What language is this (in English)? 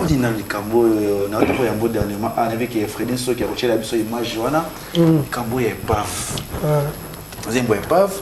Lingala